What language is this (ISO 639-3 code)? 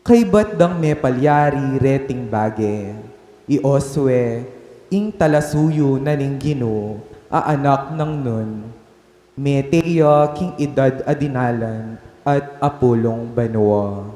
pam